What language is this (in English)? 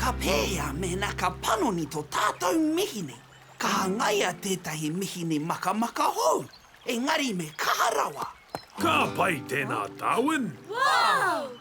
Māori